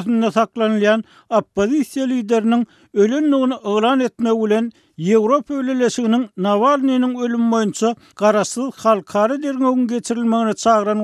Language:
Turkmen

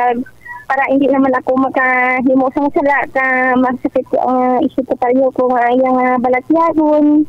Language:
Hiligaynon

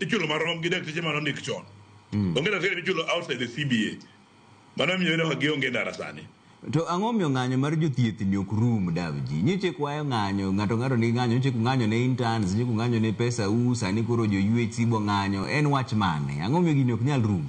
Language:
Luo (Kenya and Tanzania)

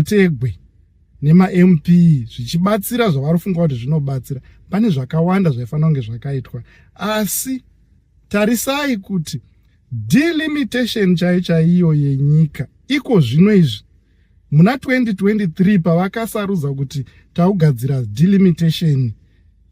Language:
Shona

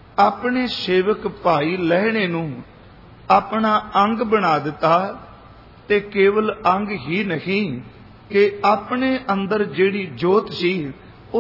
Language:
Punjabi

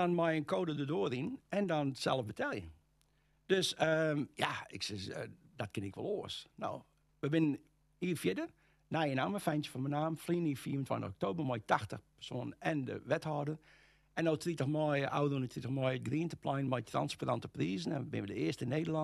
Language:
Western Frisian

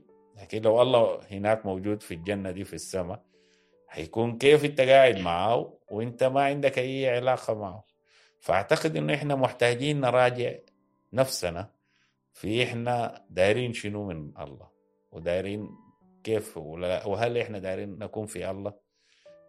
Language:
Sudanese Arabic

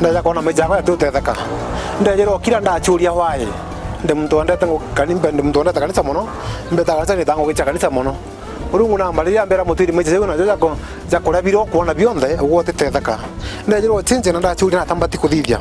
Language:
Meru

